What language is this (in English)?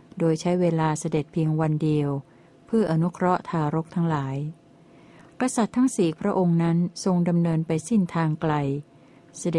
Thai